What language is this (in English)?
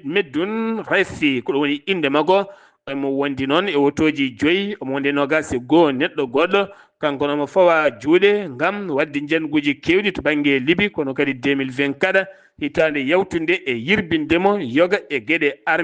Fula